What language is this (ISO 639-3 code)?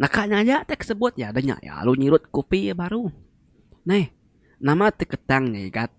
iba